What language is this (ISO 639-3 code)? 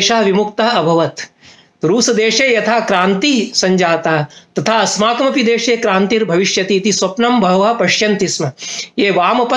san